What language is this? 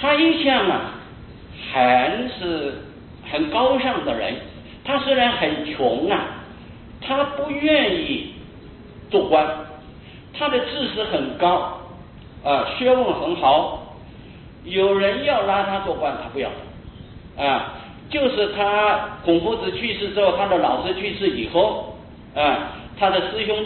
Chinese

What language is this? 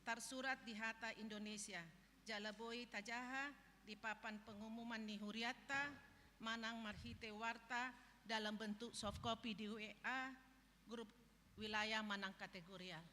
Batak Toba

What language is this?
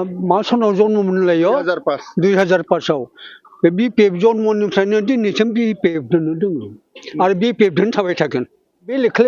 Bodo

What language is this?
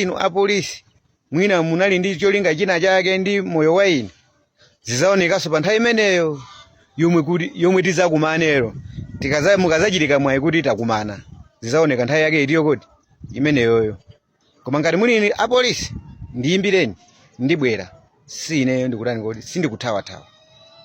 Nyanja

